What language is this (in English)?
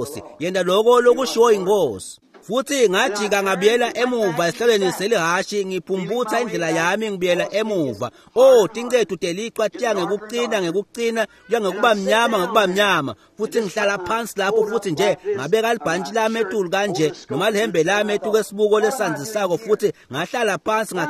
Swati